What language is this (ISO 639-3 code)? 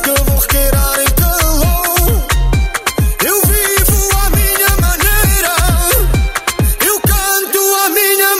por